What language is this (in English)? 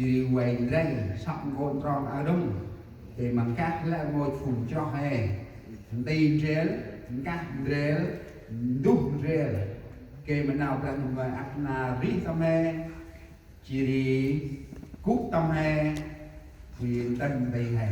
Central Mnong